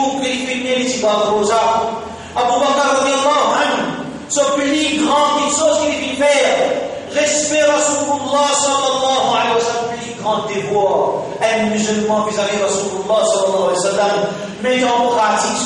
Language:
Morisyen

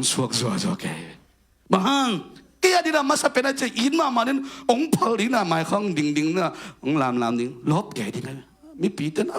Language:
Tedim Chin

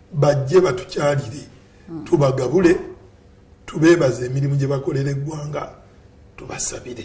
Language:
Ganda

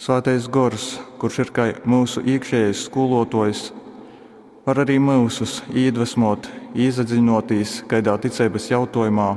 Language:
Latgalian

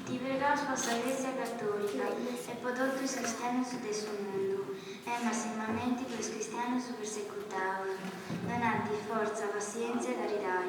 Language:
Sardinian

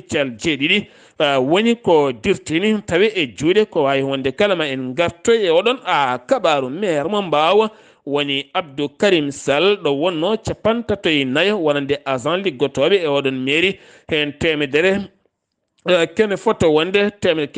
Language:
Fula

